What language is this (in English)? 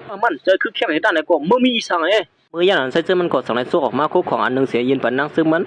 Shan